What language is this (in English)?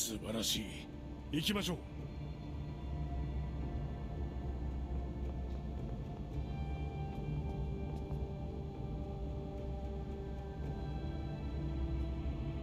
Japanese